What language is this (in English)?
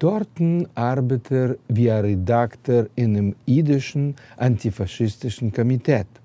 Yiddish